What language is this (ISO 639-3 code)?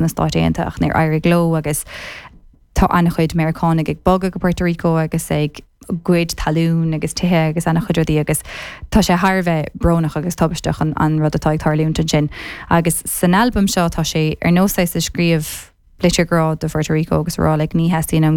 gle